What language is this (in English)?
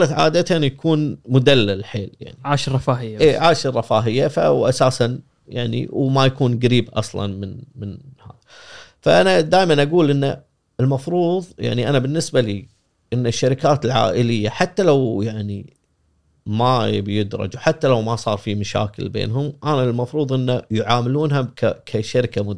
Gulf Arabic